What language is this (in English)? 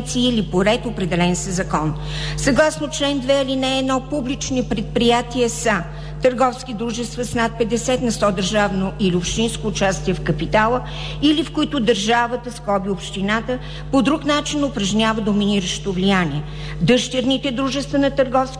Bulgarian